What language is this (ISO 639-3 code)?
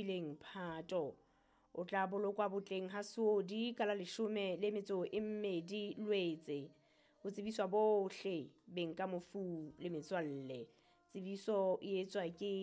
sot